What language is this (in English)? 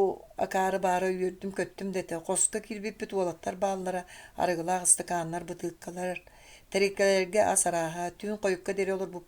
Yakut